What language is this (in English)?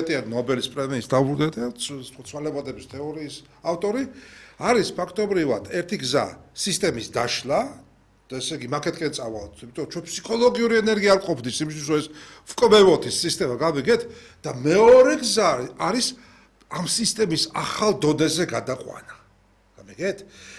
Georgian